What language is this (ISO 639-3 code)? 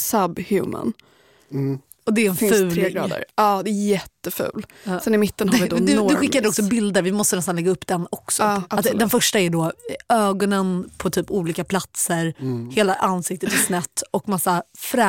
swe